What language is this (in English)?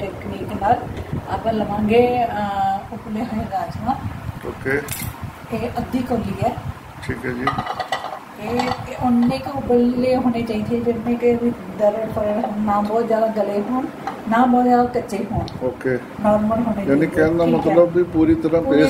Punjabi